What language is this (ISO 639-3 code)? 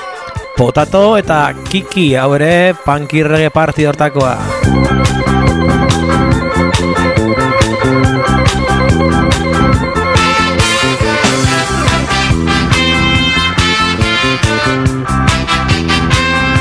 eus